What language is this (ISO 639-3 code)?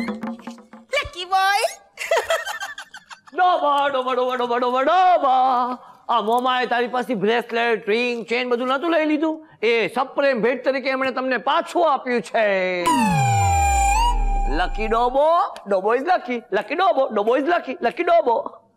guj